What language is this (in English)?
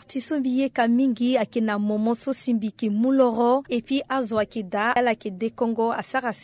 Sango